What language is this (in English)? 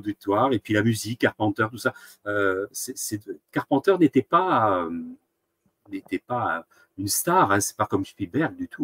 French